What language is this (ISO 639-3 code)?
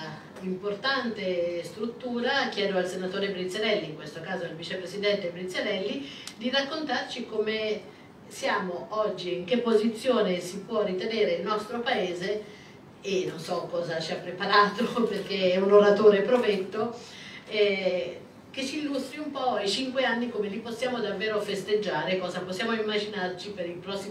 ita